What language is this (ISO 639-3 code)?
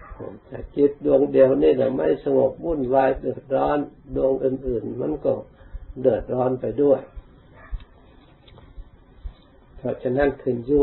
tha